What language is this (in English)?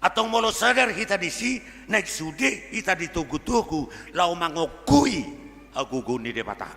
Batak Toba